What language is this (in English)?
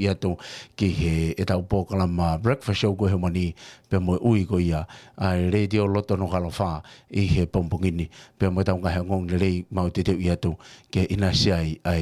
Tongan